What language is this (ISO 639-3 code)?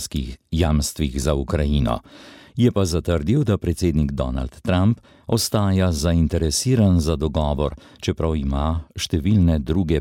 slv